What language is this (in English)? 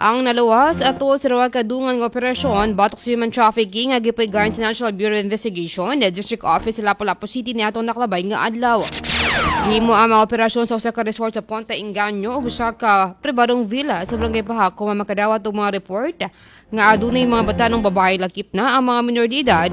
Cebuano